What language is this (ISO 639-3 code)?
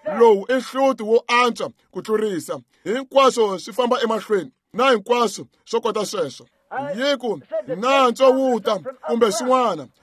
tso